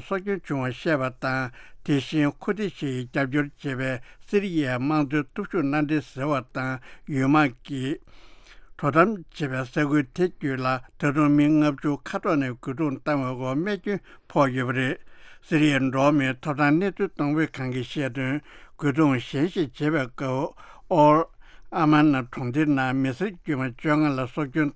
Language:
Tibetan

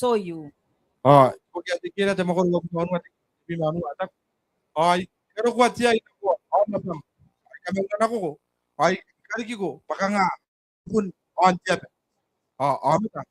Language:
Gilbertese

